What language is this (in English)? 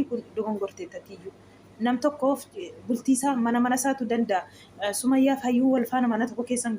Oromo